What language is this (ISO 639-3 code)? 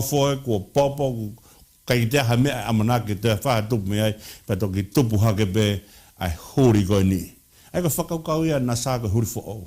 ton